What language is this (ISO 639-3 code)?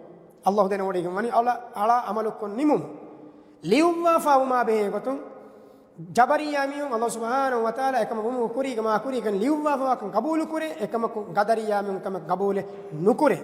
div